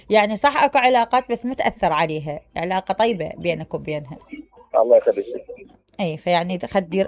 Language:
Mesopotamian Arabic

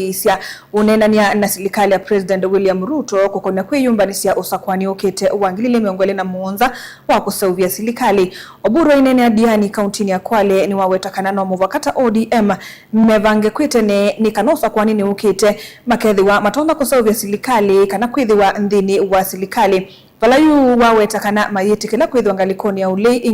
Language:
Kamba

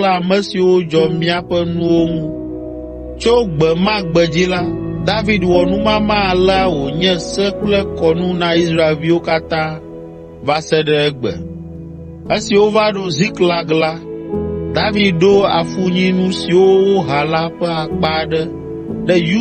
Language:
Ewe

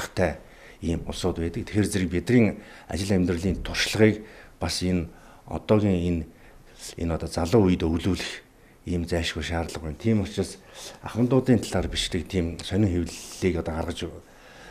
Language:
Mongolian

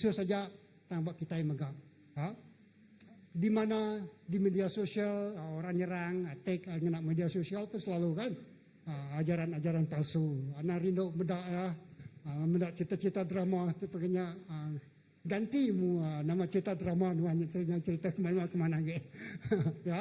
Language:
Iban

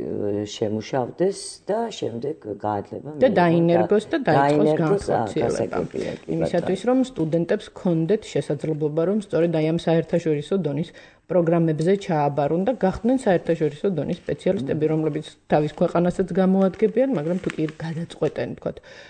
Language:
Georgian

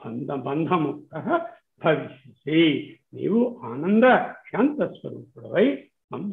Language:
Telugu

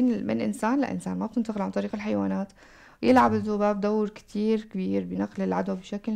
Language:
North Levantine Arabic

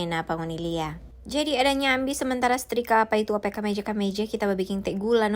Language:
Manado Malay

